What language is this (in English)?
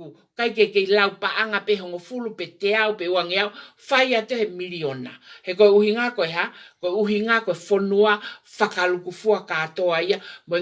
Tongan